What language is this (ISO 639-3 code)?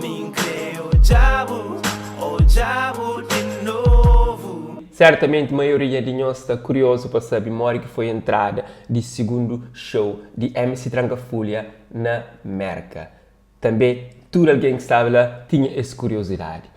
kea